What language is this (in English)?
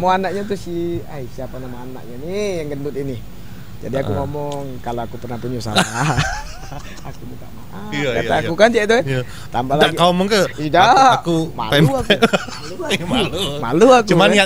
Musi